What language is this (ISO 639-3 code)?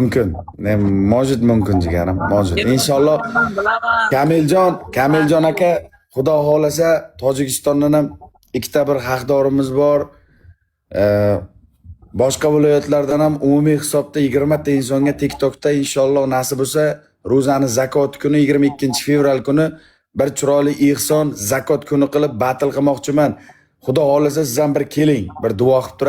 uzb